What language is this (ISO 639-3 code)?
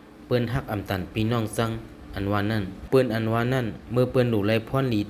lao